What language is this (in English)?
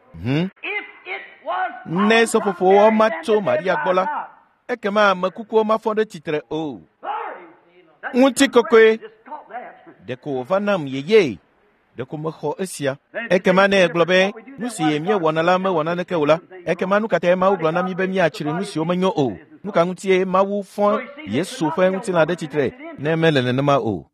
Ewe